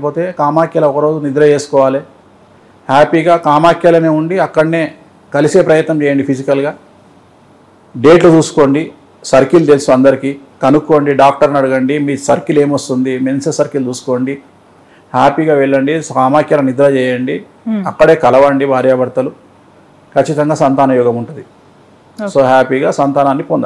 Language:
Telugu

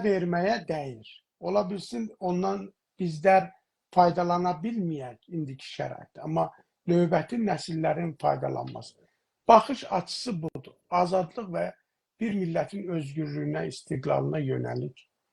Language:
South Azerbaijani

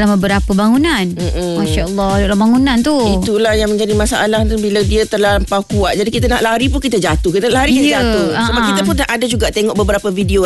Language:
Malay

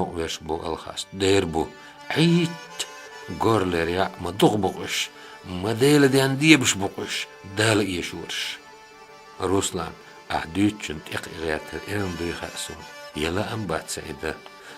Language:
Chechen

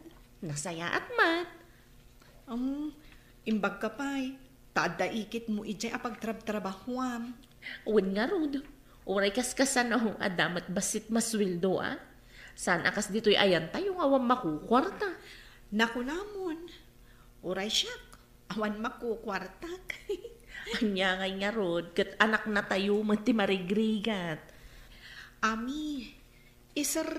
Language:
Iloko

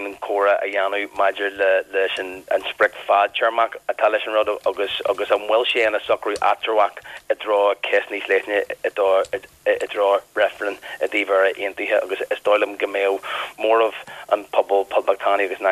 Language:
Irish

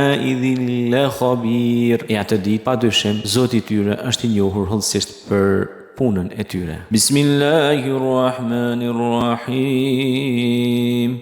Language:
Albanian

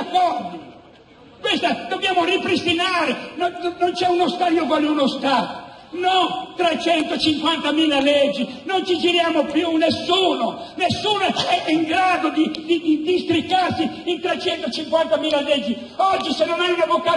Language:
Italian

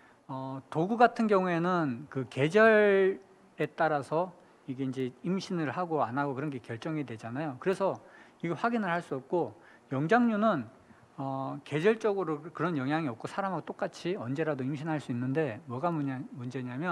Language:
Korean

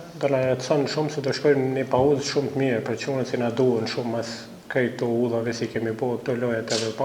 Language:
Albanian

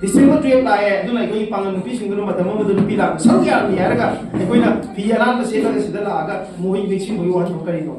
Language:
Manipuri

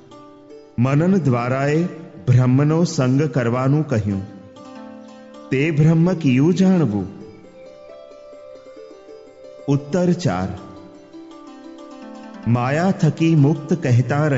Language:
Gujarati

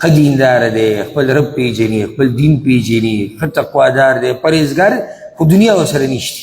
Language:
Pashto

